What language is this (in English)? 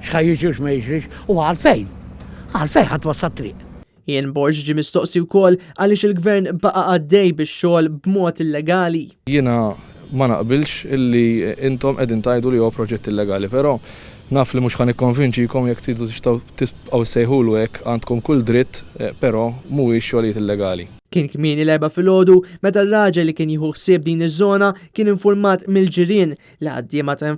Maltese